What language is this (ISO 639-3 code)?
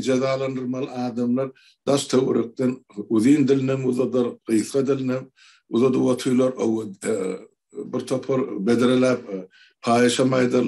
tuk